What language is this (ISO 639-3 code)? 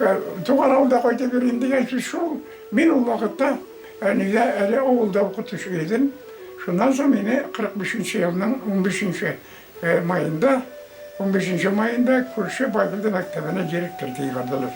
bak